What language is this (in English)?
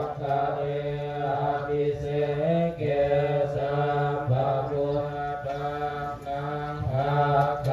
Pali